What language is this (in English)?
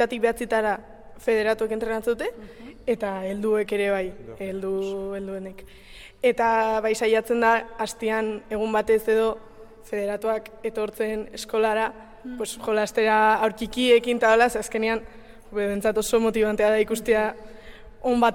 Basque